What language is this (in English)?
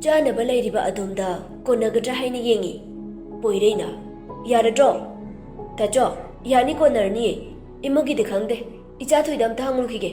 Manipuri